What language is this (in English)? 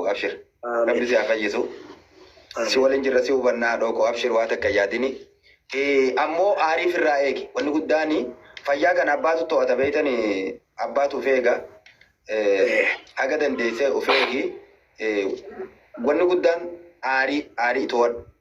Oromo